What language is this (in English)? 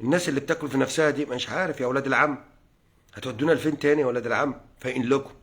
Egyptian Arabic